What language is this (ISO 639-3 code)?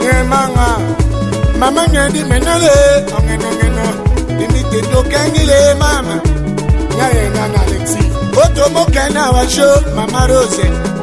tll